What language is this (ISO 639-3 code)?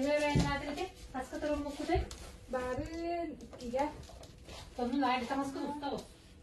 sah